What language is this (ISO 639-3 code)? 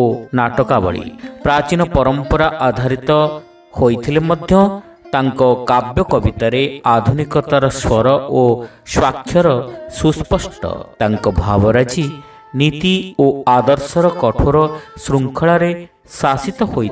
ori